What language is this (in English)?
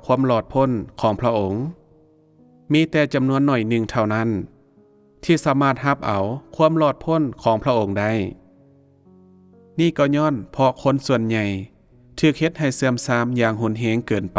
Lao